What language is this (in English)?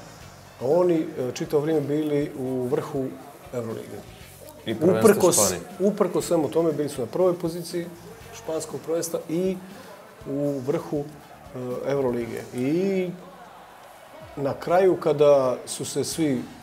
Bosnian